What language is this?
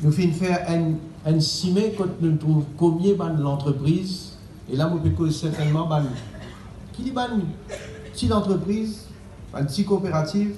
Morisyen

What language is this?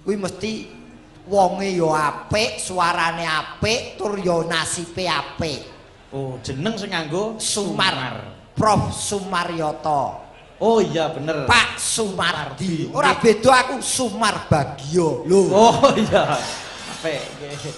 Javanese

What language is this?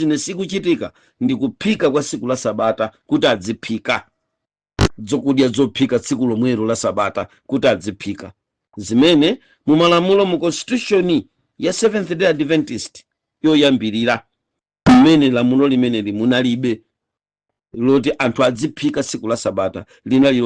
Nyanja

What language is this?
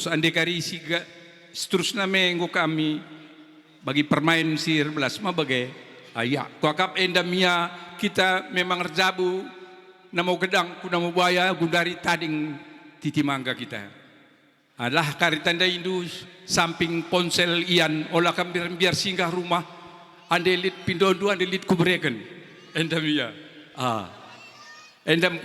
Batak Karo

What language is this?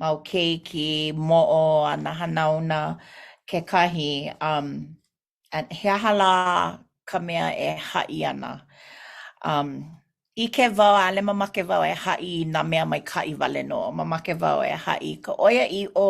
Hawaiian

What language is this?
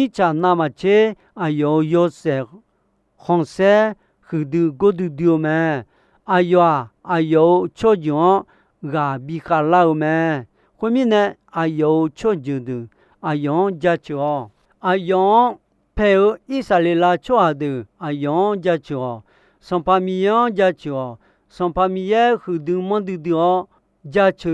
Akha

